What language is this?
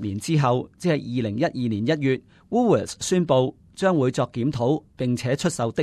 Cantonese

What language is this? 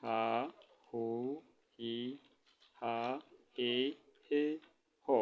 Amharic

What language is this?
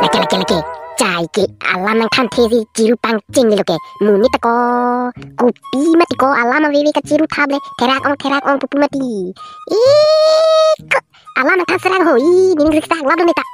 Karbi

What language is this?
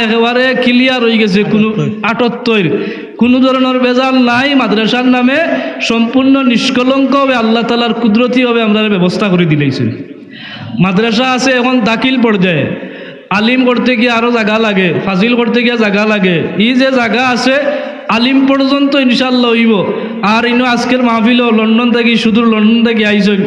Sylheti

